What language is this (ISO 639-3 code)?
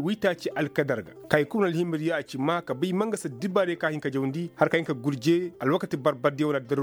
ses